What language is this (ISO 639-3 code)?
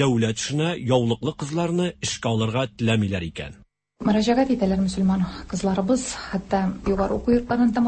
tat